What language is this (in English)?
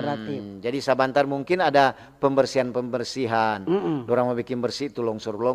Manado Malay